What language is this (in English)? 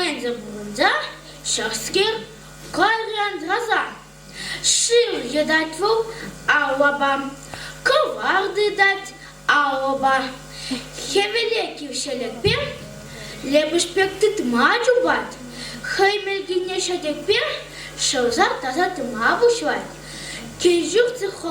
Chuvash